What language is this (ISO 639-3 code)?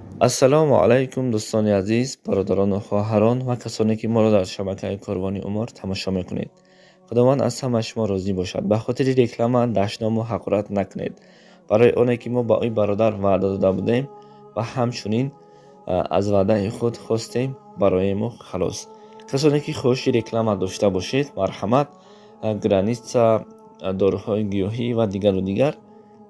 tgk